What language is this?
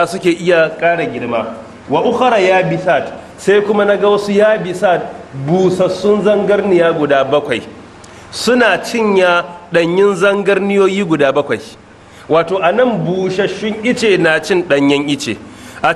Hausa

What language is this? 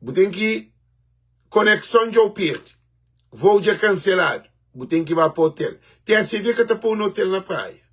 Kabuverdianu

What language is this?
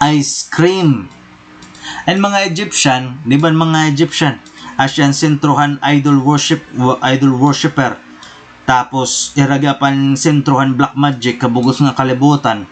Waray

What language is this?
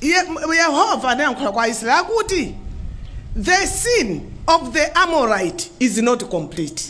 Nyanja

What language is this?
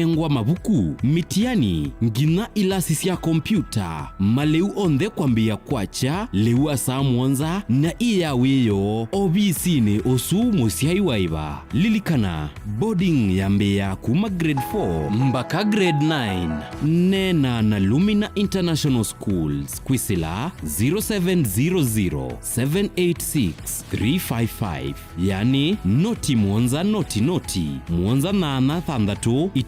Kamba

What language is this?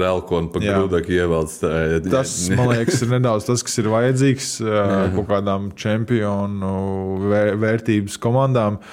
Latvian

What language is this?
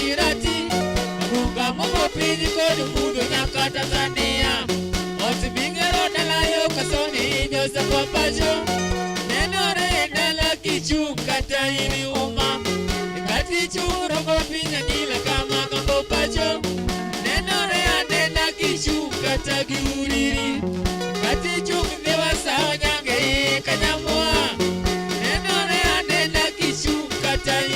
Luo (Kenya and Tanzania)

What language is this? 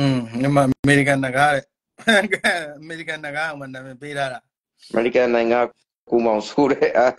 Burmese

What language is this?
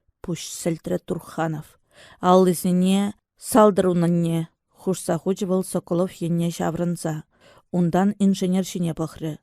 Chuvash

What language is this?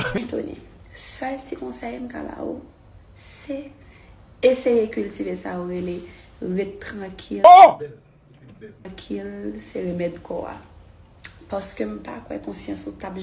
Haitian Creole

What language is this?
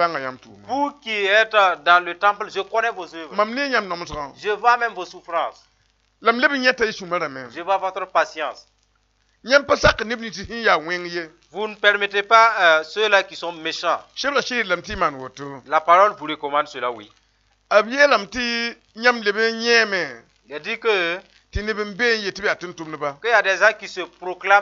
Mossi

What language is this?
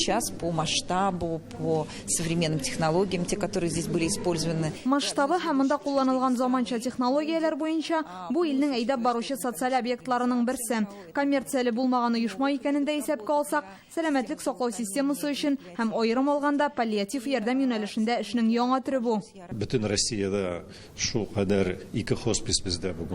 Tatar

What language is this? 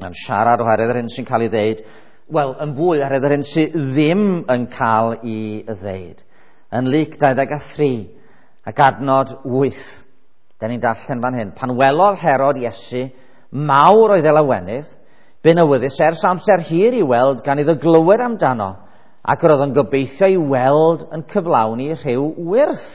Welsh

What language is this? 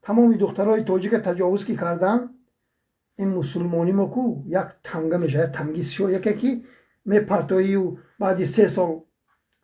Tajik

